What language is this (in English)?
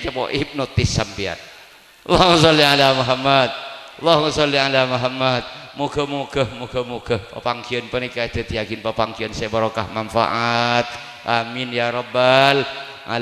Madurese